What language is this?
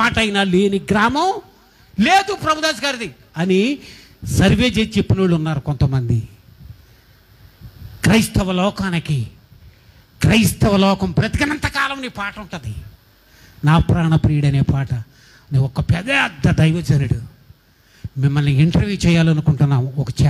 Telugu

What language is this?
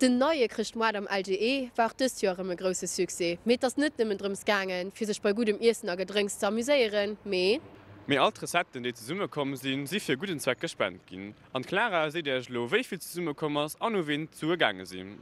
Luxembourgish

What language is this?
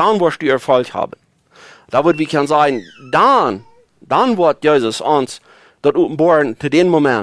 Plautdietsch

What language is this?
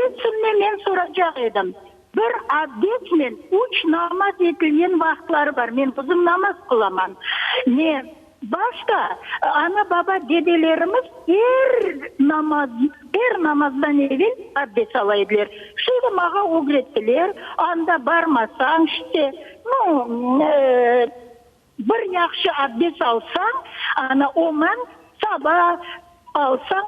Crimean Tatar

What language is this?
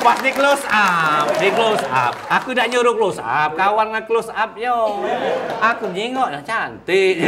Musi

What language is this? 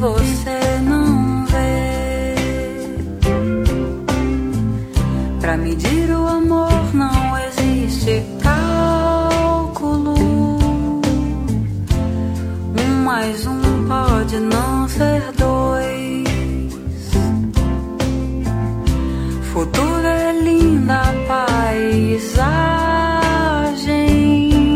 Portuguese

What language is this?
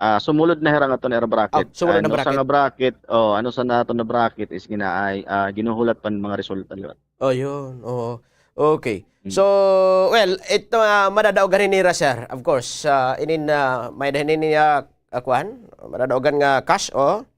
Waray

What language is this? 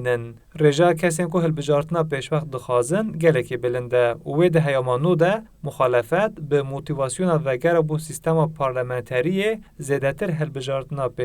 Kurdish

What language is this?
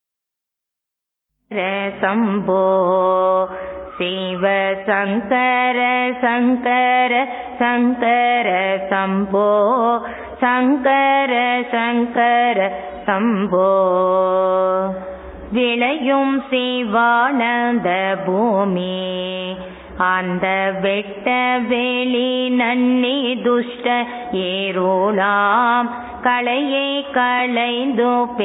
Tamil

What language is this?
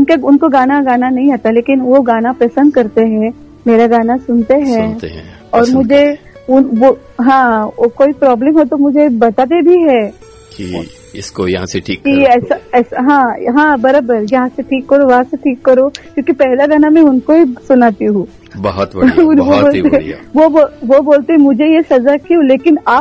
Hindi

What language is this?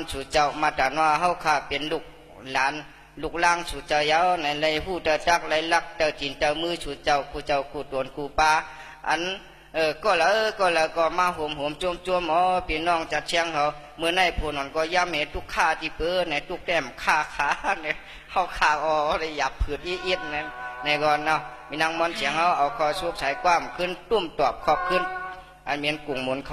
Shan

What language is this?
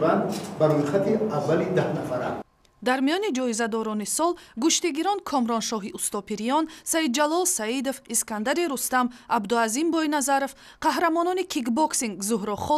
Tajik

